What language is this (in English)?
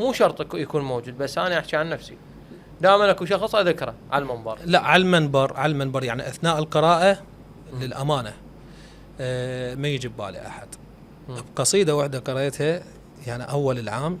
Mesopotamian Arabic